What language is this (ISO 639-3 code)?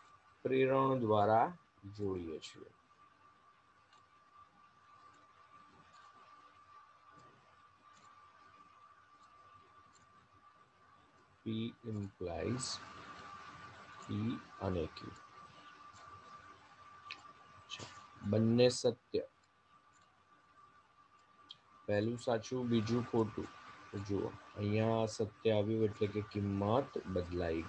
guj